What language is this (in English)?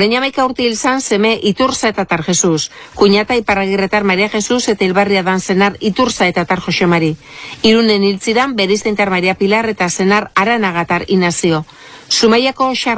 Basque